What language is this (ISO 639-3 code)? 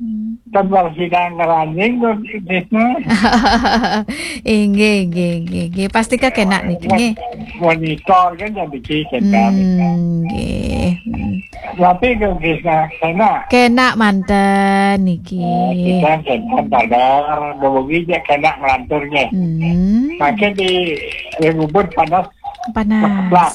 ban